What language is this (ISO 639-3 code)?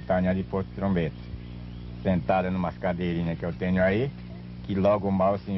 por